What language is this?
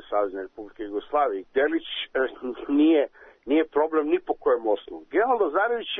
Serbian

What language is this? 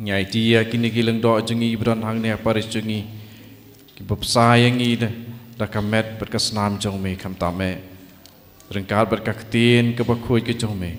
Khasi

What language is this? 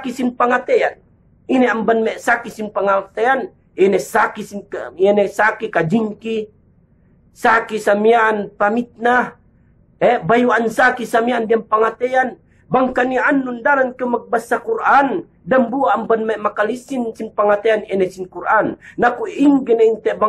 Yakan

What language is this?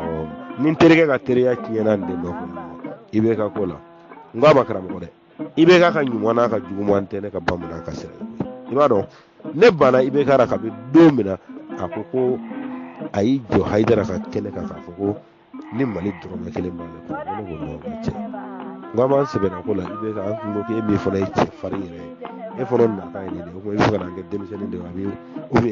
Bambara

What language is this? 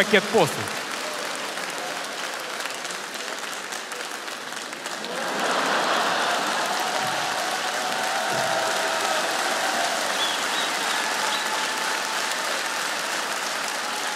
Ukrainian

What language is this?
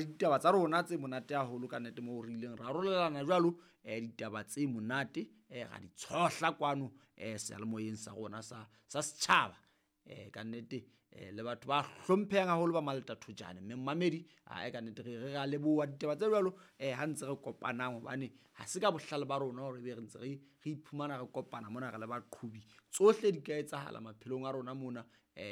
Southern Sotho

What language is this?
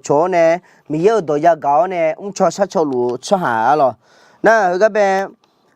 Akha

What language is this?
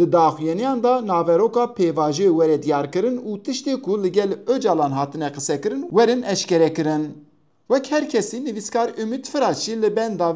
Kurdish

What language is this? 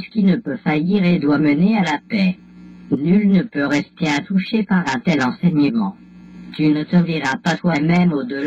French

